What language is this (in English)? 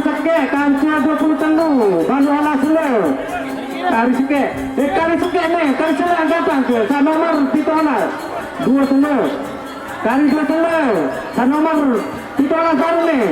Sasak